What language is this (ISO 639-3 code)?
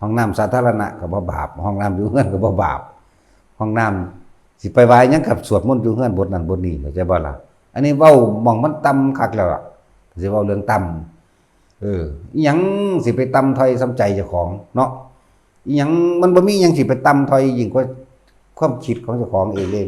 tts